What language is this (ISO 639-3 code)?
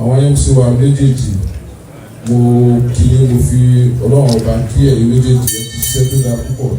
yor